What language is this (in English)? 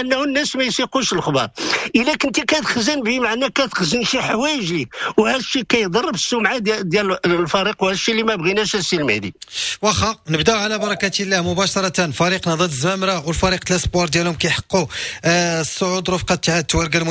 Moroccan Arabic